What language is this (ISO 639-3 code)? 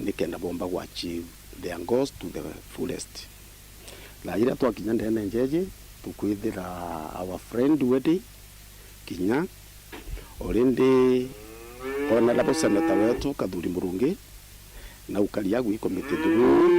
mer